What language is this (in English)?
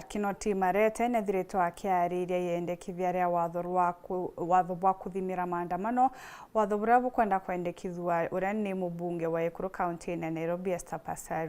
Meru